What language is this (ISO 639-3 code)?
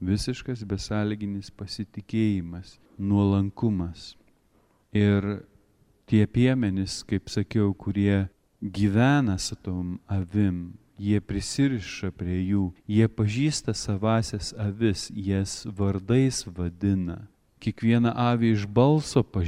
lit